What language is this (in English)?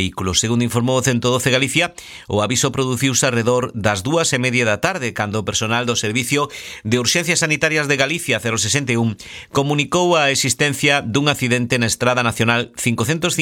Galician